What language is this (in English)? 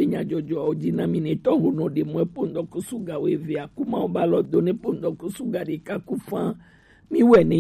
Gen